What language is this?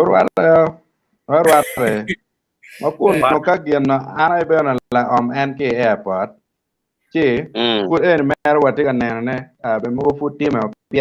Acoli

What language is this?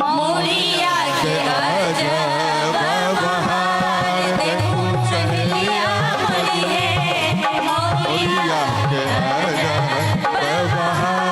Maithili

